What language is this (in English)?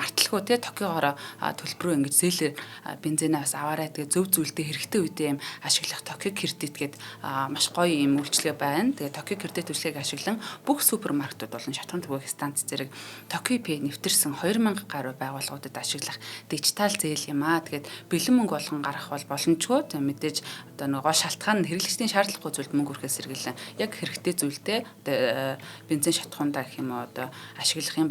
Mongolian